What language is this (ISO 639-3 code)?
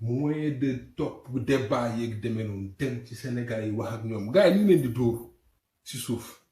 wol